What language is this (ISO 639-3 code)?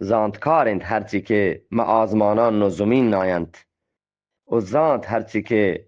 bgp